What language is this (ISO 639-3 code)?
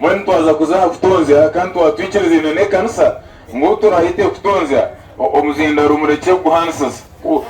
nyn